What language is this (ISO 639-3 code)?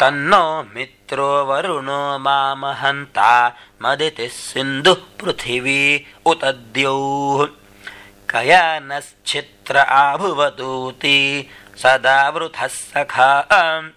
san